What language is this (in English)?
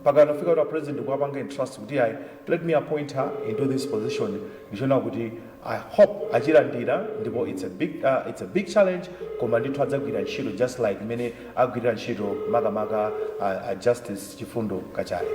Nyanja